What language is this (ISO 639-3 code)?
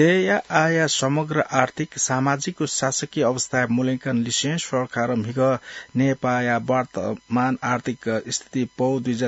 new